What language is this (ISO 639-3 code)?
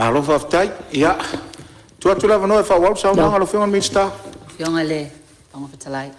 smo